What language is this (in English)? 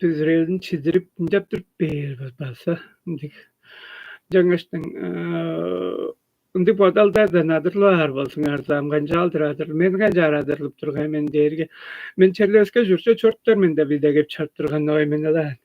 Tuvinian